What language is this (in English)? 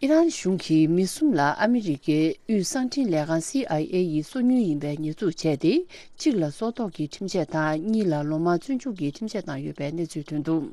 Tibetan